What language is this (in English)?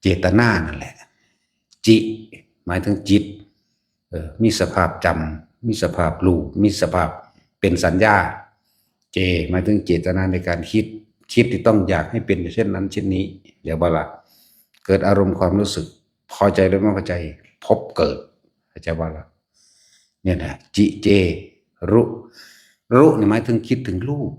Northeastern Thai